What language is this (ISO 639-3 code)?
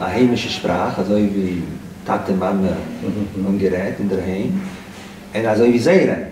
yid